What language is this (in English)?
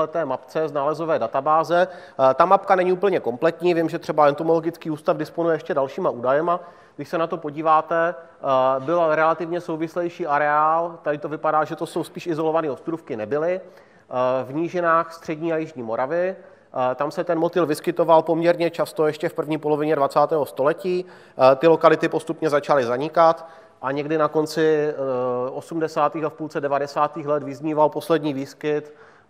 Czech